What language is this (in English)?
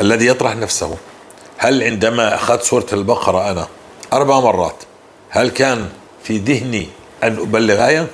North Levantine Arabic